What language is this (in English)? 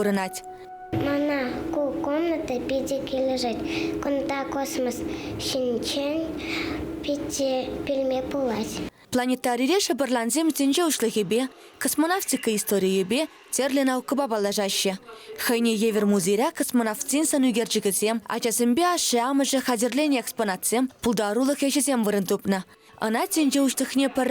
Chuvash